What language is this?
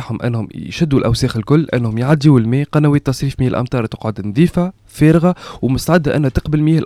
Tunisian Arabic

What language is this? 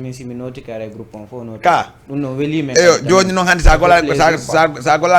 Fula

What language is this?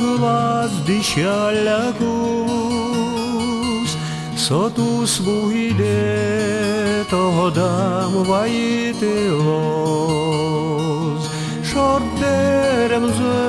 Udmurt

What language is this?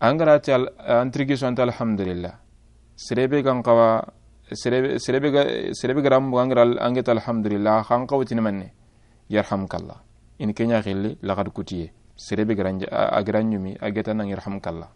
Soninke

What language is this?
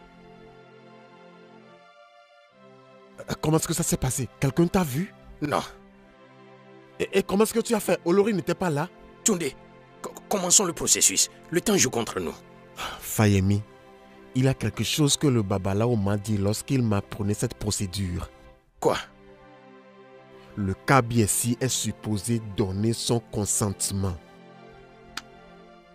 French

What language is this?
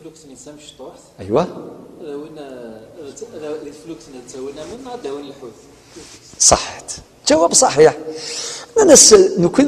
Kabyle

